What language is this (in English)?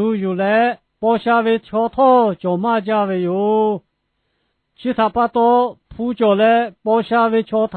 Lahu